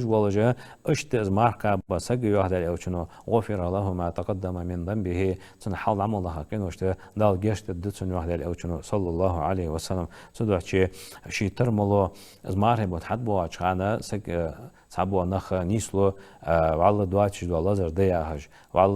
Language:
Ingush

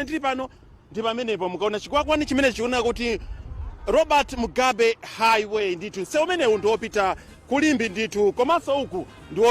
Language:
Nyanja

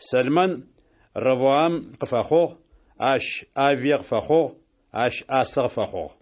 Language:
Adyghe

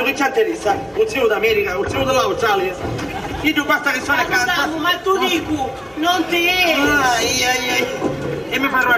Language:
Sicilian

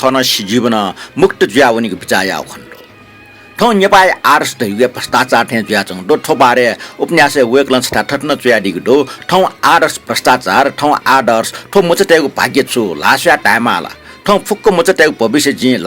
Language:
Newari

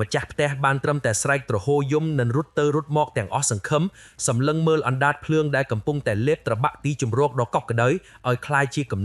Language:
Khmer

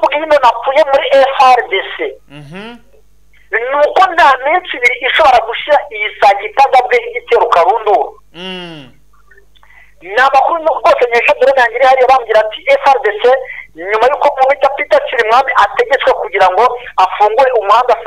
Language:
Kinyarwanda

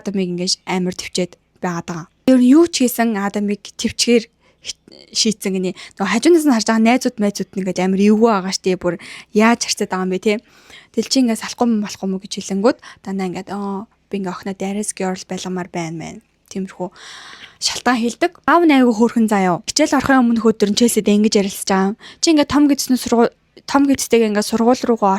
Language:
Mongolian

